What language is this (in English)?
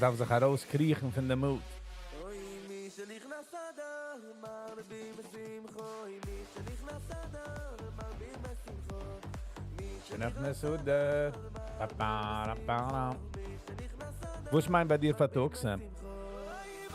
Yiddish